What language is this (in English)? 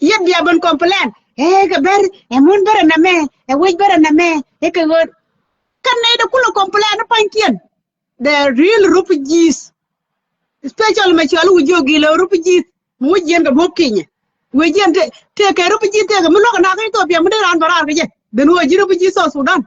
Nuer